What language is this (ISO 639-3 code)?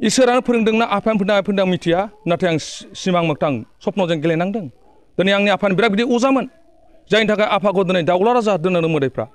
brx